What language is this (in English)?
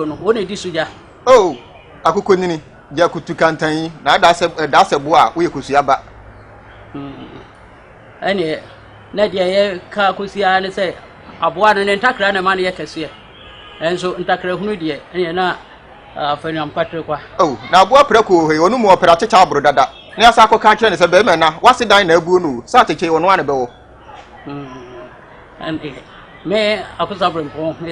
Akan